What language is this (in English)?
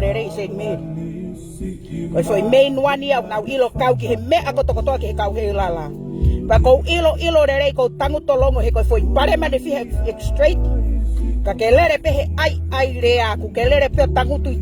Tongan